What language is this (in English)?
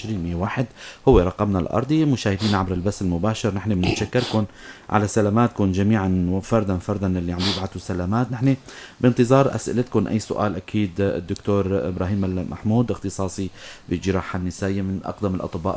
North Levantine Arabic